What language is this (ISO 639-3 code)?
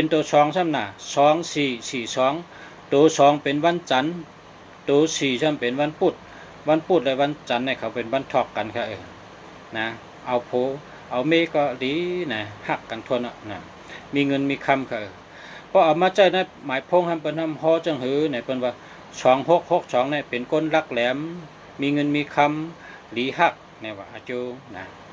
shn